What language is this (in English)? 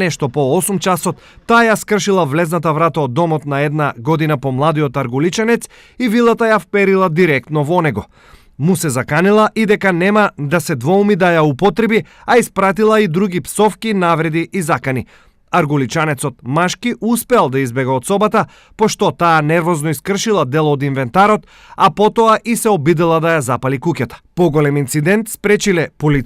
Macedonian